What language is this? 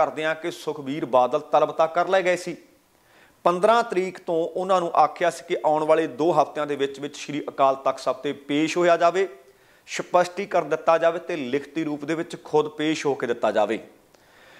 Punjabi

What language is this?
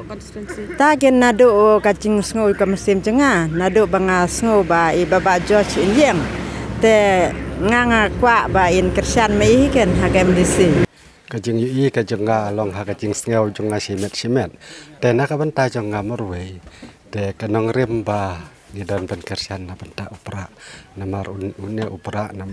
Khasi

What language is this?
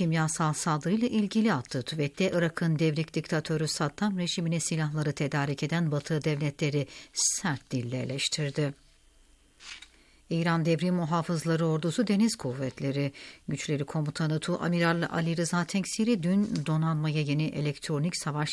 Turkish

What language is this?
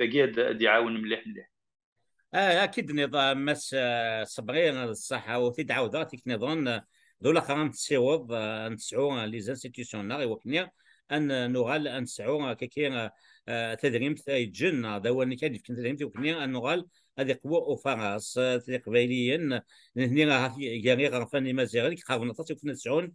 Kabyle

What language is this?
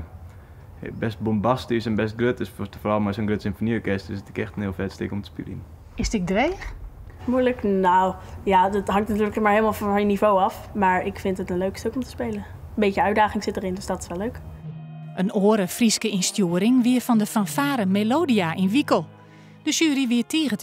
Western Frisian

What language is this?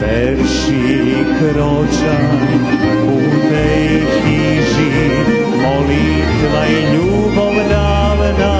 Rusyn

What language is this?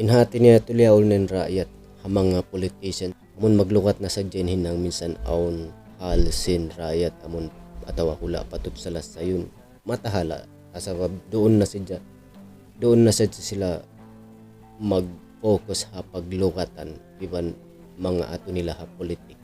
Tausug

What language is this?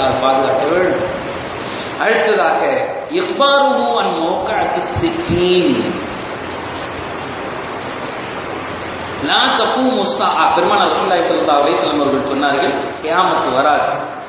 Tamil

